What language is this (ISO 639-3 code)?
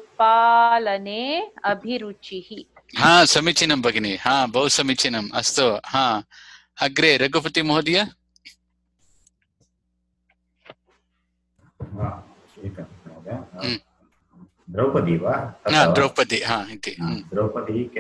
san